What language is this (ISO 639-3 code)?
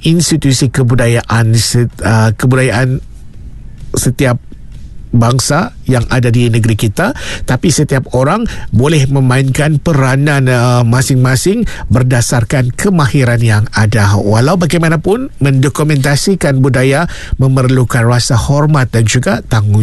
msa